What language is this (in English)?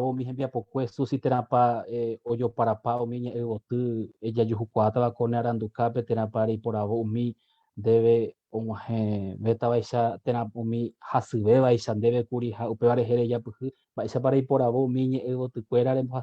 Guarani